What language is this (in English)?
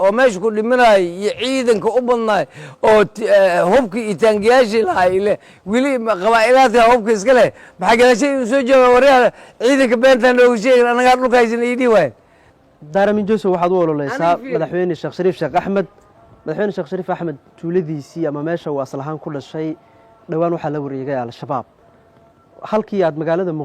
Somali